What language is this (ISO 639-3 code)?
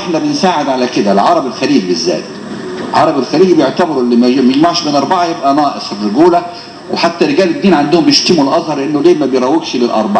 arz